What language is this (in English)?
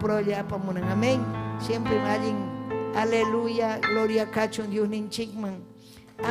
Ayacucho Quechua